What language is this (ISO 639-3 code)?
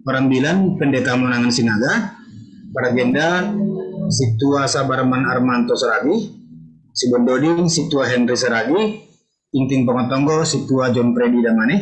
bts